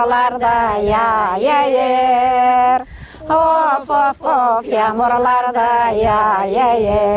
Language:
Gagauz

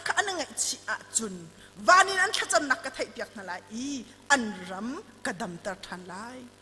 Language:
Hakha Chin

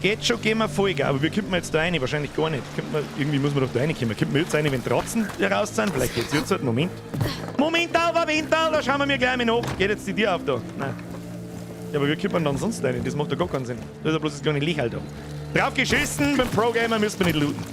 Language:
Bavarian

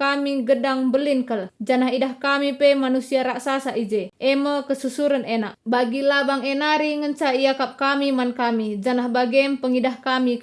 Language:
Batak Karo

